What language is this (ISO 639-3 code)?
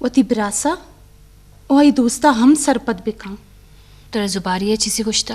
bgp